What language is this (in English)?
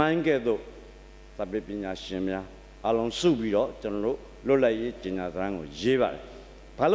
Burmese